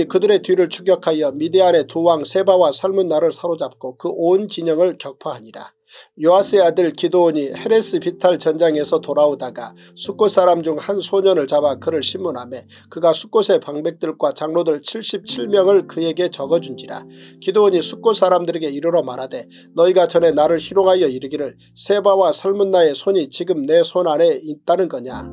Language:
Korean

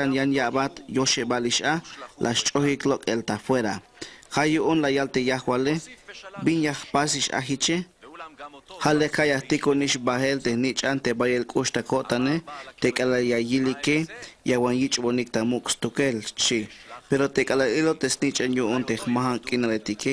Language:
Tzeltal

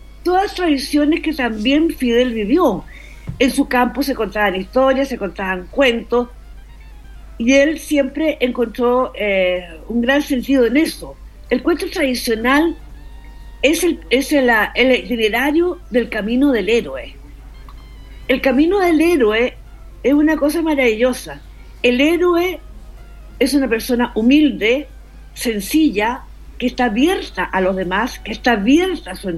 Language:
Spanish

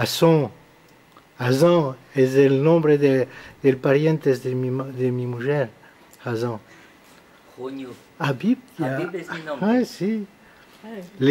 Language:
Ladino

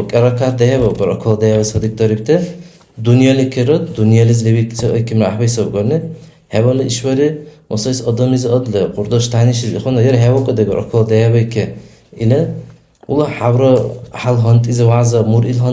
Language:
Dargwa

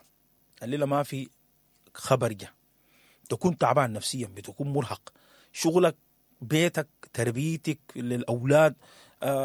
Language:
Sudanese Arabic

